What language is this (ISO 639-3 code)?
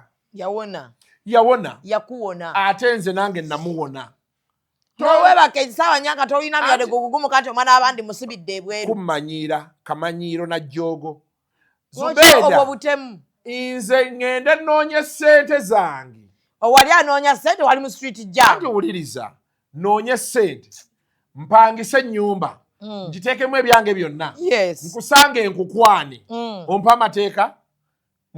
lug